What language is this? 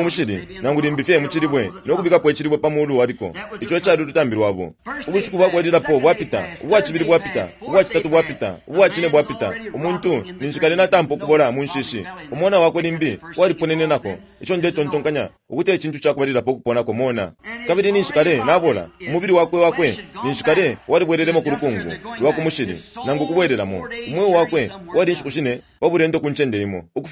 Bemba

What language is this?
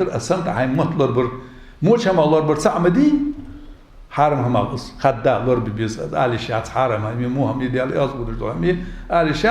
Ingush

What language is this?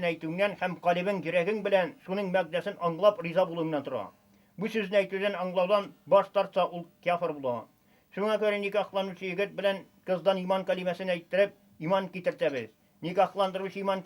Tatar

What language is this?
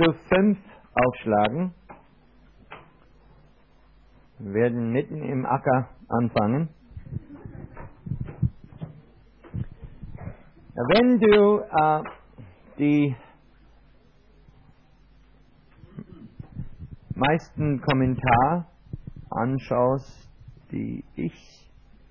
German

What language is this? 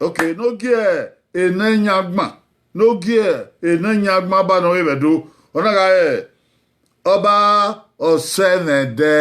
Bini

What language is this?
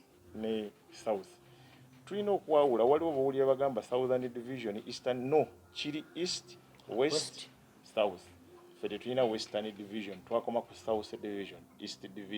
Ganda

